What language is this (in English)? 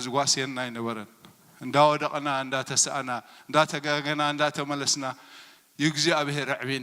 Tigrinya